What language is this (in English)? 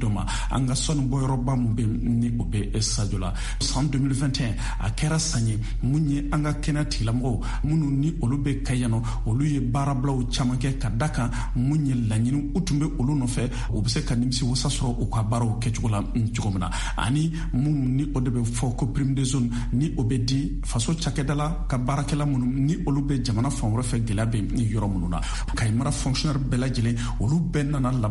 Bambara